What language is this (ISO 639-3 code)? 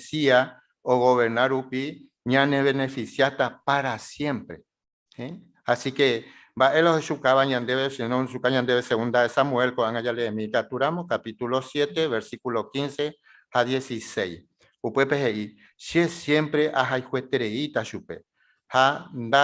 grn